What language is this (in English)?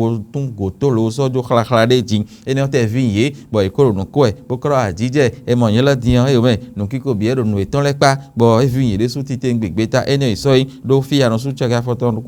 Fon